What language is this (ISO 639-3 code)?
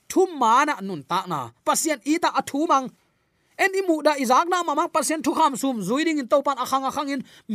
ctd